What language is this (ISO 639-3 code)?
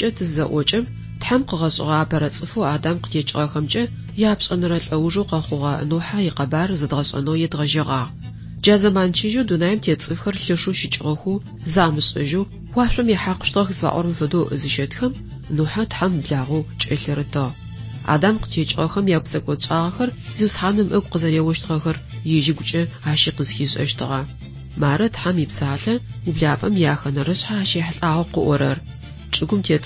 ady